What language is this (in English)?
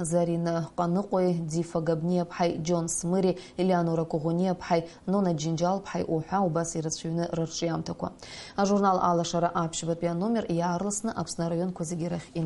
Abkhazian